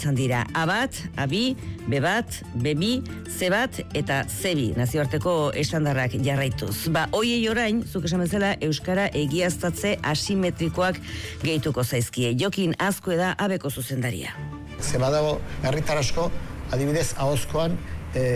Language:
Basque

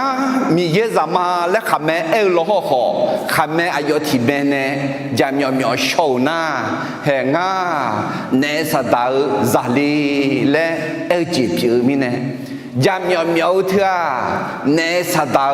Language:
Akha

